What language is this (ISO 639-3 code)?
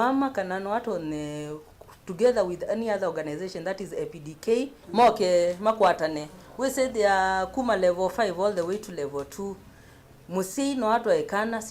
kam